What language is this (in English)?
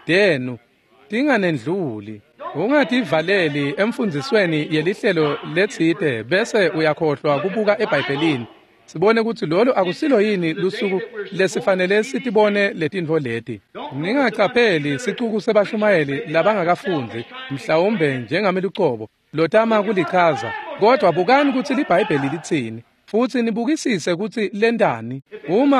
Swati